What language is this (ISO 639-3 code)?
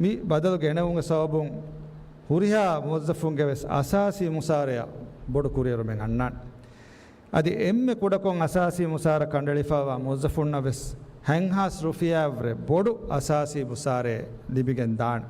div